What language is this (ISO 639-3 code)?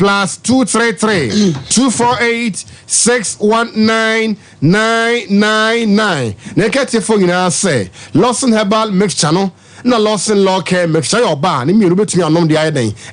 aka